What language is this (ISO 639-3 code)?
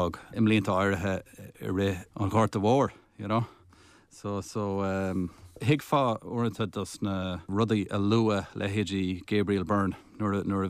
gle